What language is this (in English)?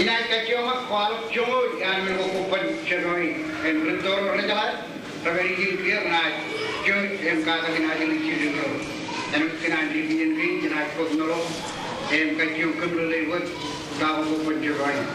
Marshallese